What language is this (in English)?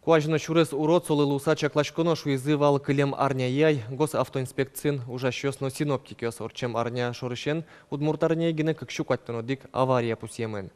Udmurt